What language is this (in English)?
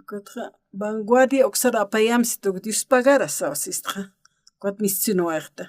Aymara